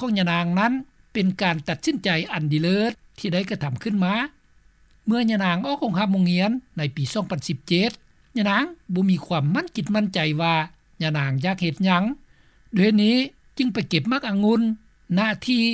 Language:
Lao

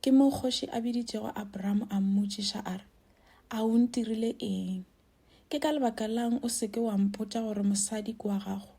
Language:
Northern Sotho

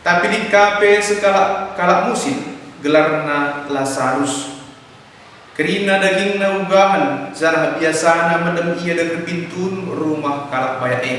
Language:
Batak Karo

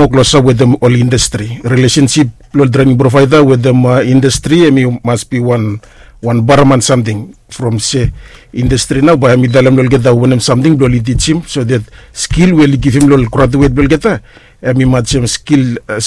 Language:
Bislama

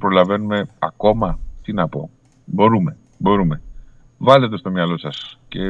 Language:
Greek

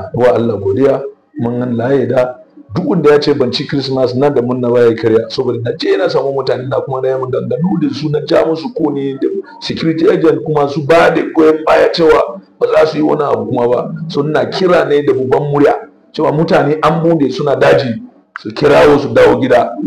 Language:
Hausa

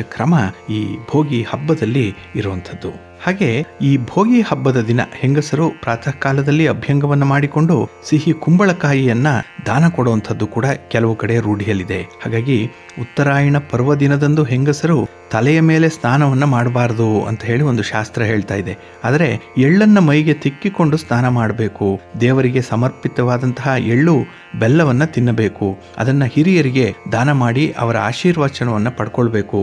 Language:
Kannada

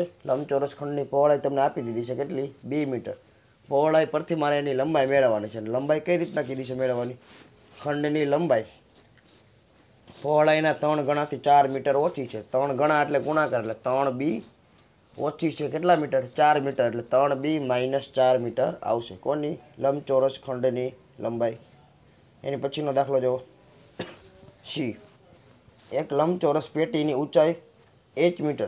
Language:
Gujarati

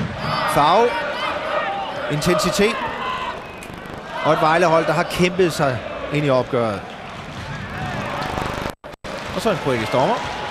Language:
Danish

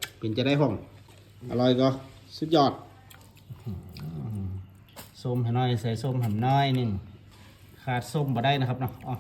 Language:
Northeastern Thai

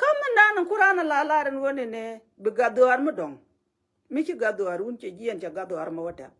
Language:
Nuer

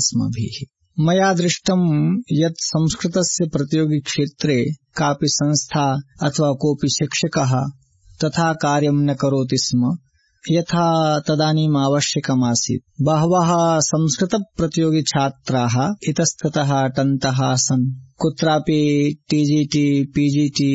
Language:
Sanskrit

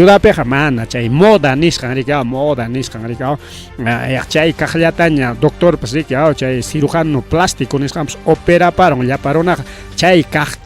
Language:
Ayacucho Quechua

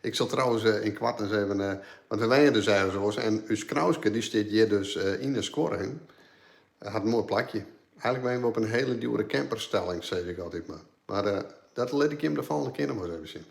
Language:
Western Frisian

